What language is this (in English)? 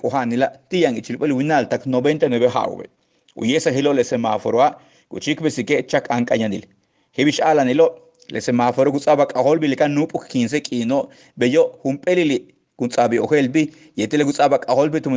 Yucateco